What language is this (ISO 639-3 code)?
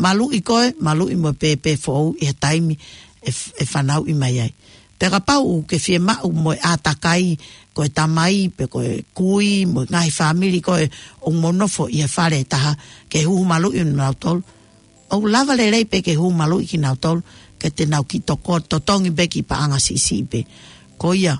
ton